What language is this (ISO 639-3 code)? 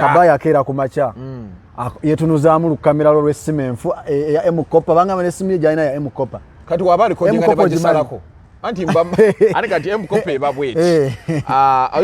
lug